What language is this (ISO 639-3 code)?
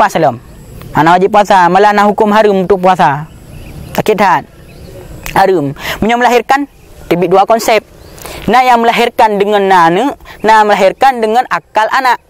ace